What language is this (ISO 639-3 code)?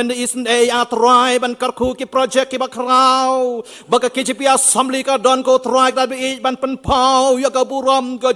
kha